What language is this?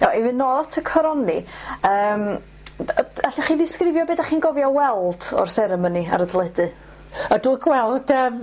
Welsh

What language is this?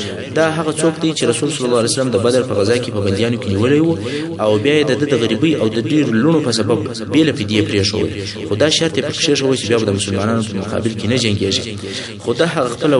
Pashto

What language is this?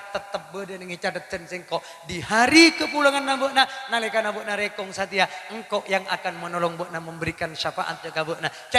Madurese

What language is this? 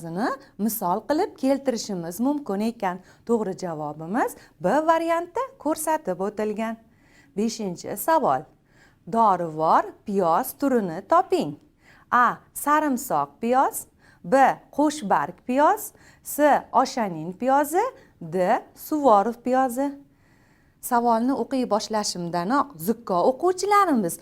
Uzbek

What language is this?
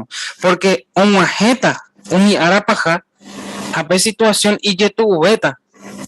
Guarani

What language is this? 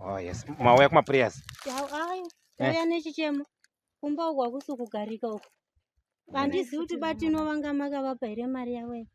Shona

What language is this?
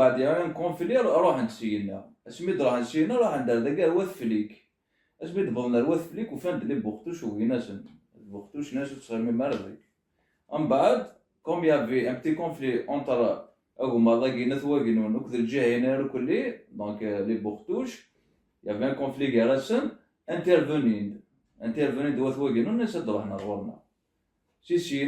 Kabyle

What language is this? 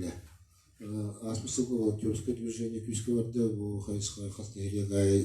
Yakut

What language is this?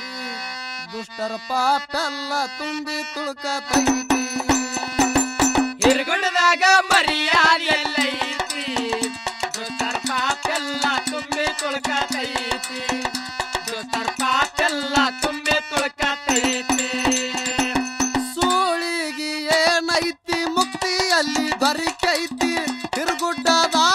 Kannada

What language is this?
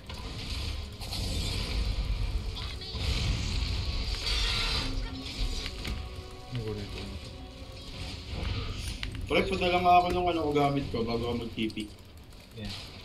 Filipino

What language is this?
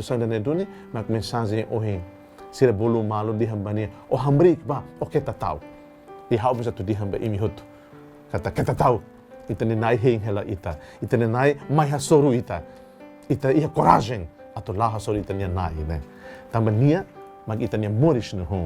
Tetum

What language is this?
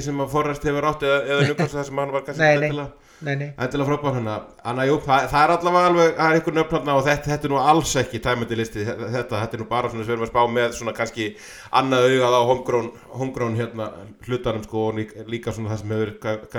Icelandic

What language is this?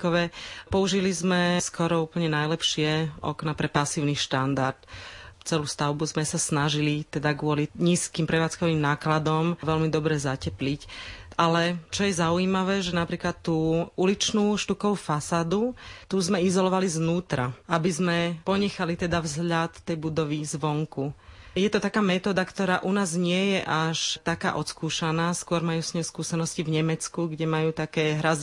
Slovak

